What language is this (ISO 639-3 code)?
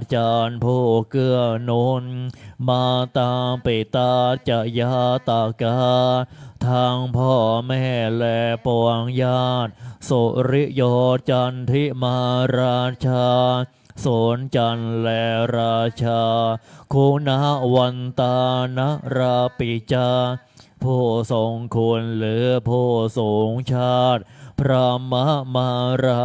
tha